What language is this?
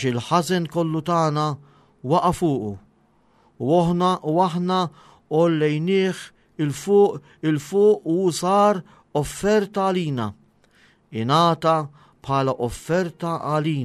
Maltese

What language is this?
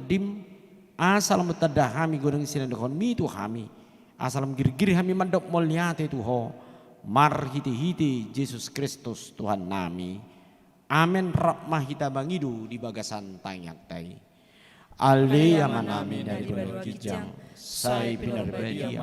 Batak Toba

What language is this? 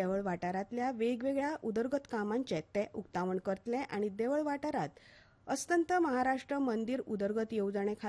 Konkani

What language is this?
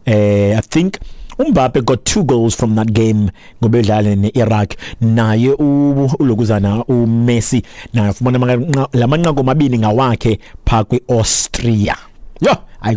Xhosa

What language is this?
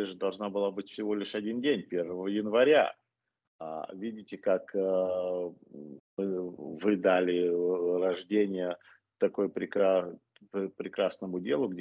Russian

